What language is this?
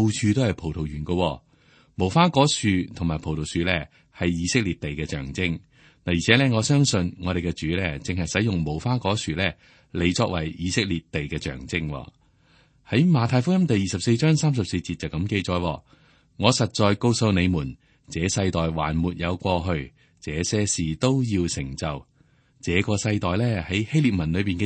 Cantonese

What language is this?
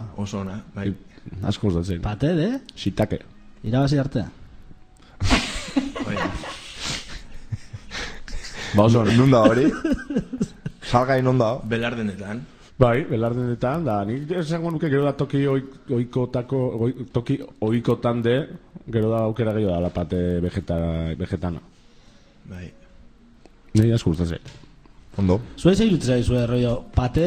Basque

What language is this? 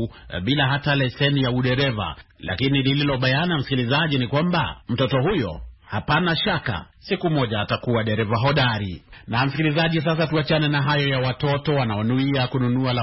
Swahili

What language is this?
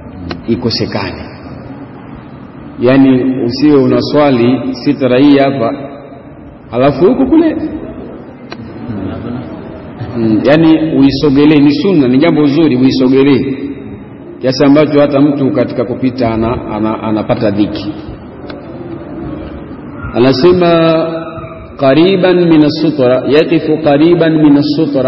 Swahili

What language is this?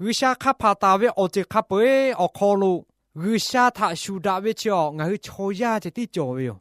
Lahu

